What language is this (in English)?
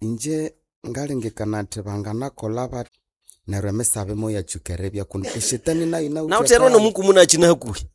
Nande